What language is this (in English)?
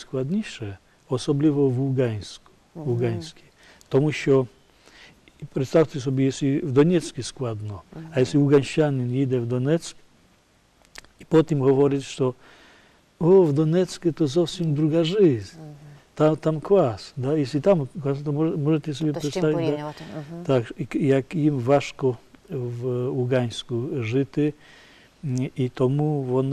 Ukrainian